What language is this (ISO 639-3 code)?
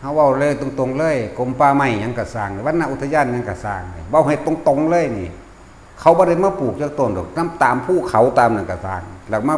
tts